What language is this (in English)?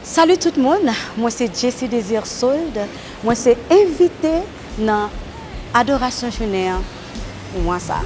Haitian Creole